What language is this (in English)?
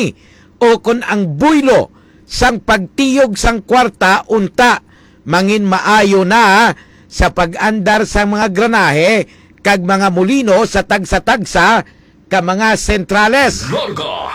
Hiligaynon